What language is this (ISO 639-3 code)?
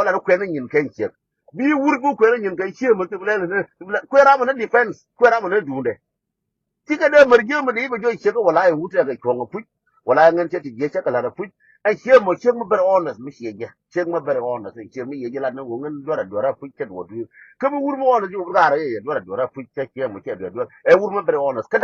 nus